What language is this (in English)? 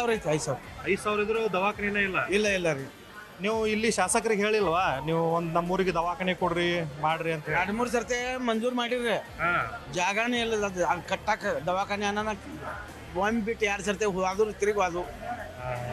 Kannada